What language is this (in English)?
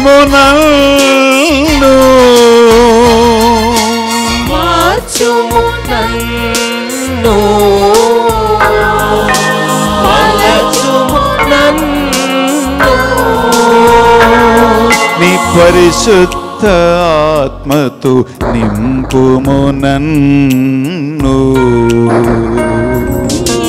Telugu